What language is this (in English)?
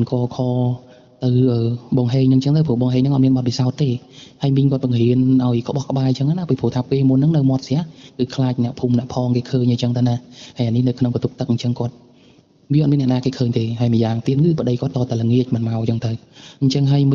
Khmer